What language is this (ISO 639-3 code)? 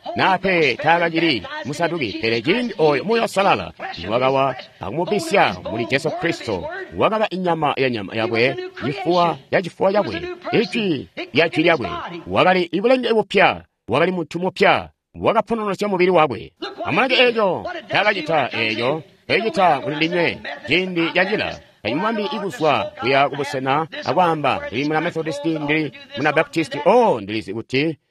toi